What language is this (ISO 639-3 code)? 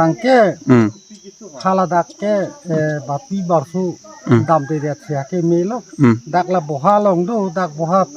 mjw